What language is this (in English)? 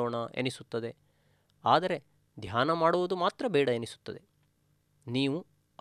Kannada